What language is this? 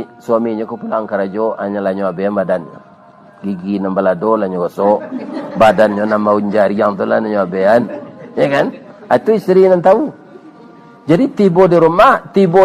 Minangkabau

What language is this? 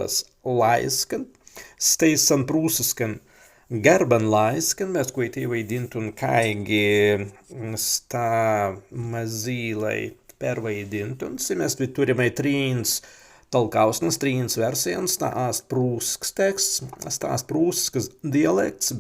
Prussian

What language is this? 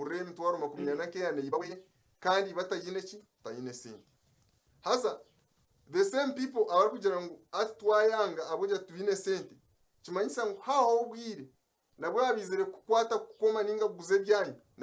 Nyankole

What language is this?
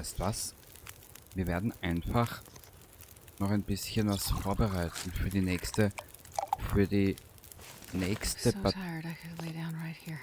Bavarian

